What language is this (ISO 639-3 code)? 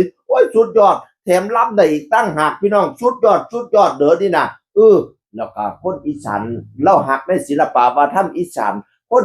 tts